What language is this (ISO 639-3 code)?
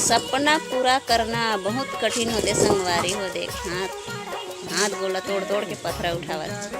hne